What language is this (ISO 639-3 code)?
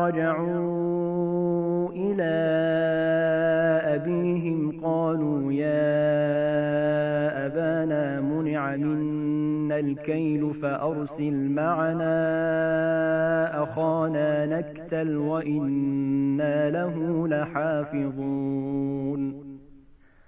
ara